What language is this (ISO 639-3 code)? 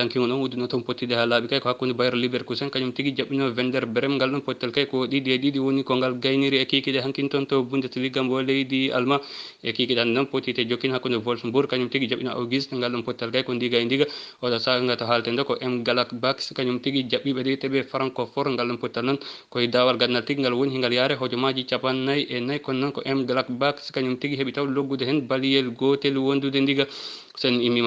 ful